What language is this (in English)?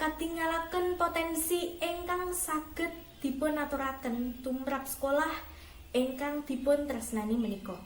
Javanese